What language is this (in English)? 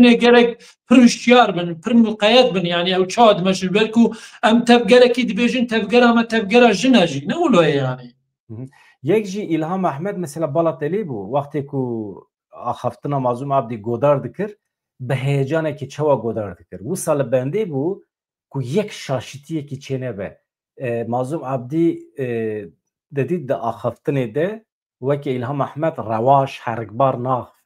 Kurdish